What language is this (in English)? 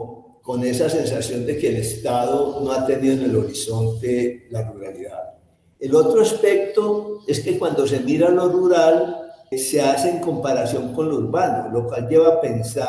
Spanish